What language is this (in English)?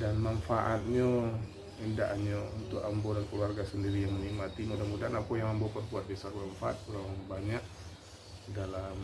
Minangkabau